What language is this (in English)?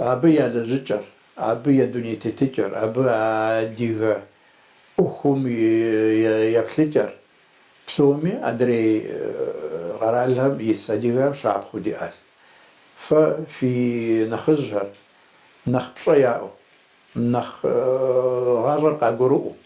Kabardian